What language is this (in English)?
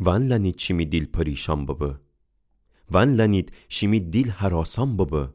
Gilaki